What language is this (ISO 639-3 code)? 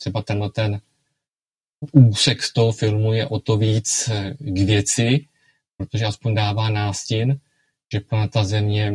ces